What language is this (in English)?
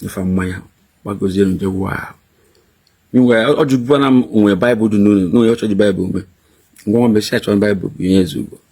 Igbo